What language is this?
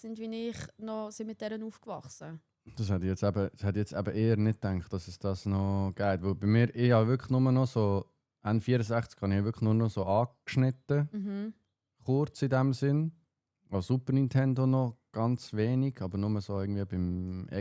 Swiss German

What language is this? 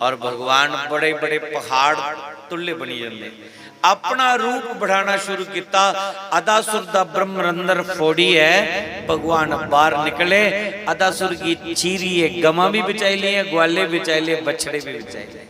Dogri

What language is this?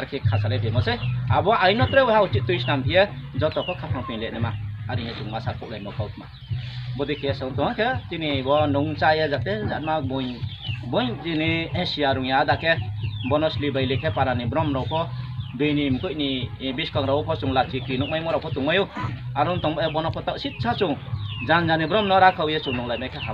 Riang (India)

